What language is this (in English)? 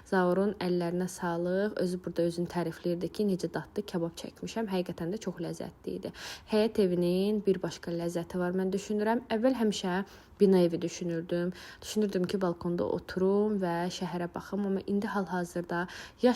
Azerbaijani